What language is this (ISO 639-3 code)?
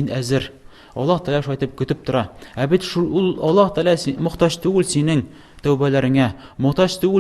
tat